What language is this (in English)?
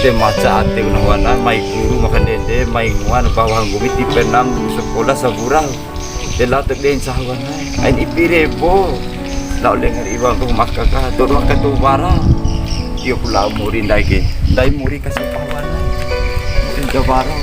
Bima